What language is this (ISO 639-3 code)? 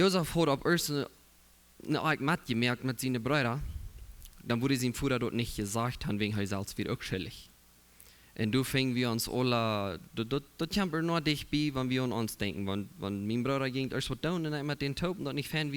pdt